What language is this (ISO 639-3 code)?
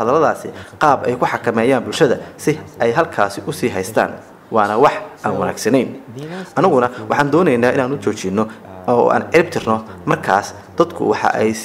som